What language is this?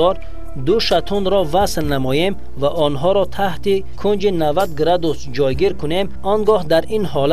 Tajik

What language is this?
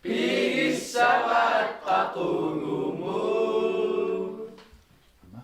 Kalaallisut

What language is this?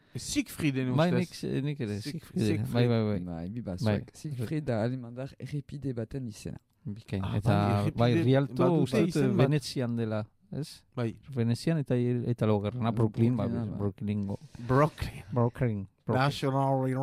Basque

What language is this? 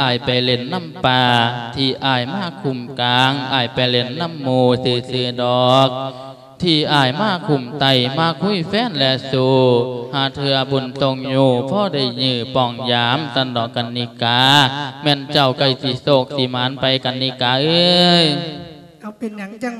Lao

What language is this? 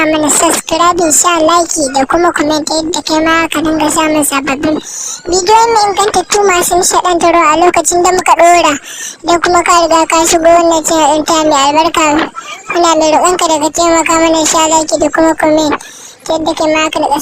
Hausa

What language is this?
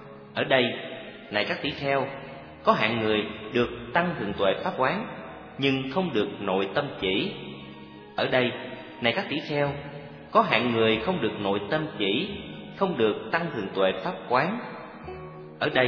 Vietnamese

